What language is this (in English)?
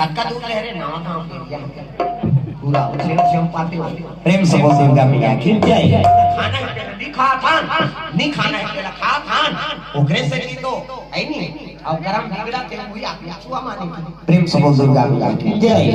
Chhattisgarhi